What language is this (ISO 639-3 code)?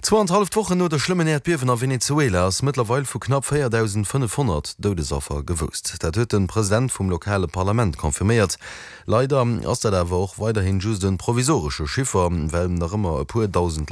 ltz